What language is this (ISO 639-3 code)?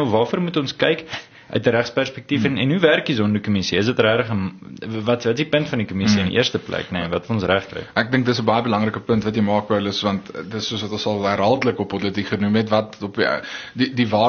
afr